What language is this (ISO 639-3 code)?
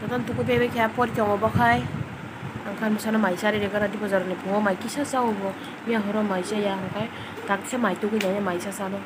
trp